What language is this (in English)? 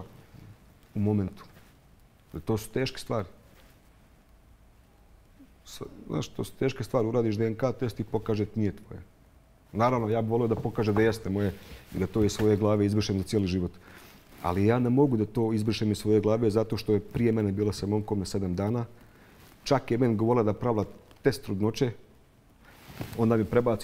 Bosnian